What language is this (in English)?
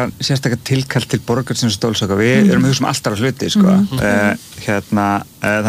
Icelandic